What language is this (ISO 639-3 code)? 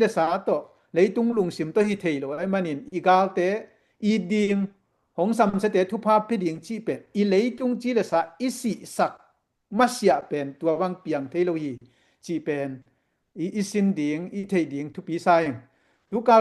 ctd